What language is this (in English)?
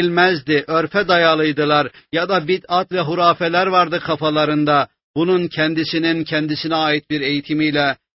Turkish